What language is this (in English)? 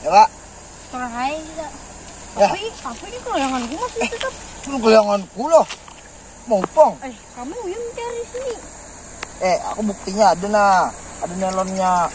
Banjar